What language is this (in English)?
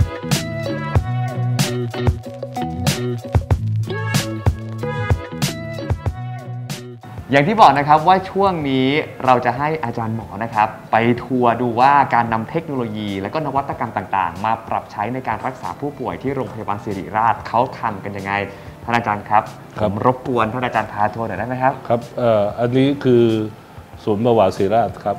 Thai